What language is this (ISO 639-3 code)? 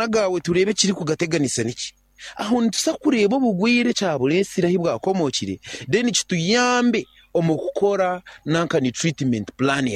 nyn